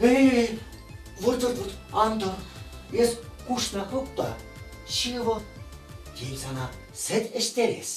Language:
Chuvash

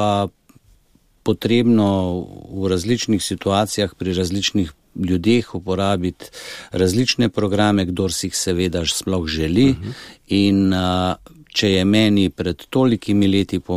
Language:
Slovenian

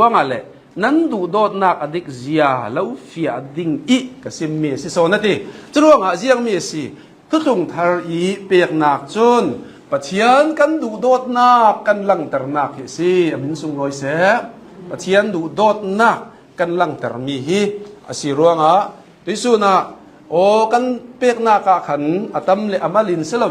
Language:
Hakha Chin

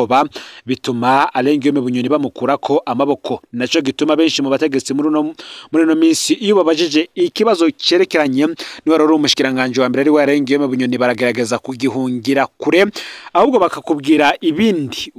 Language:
Rundi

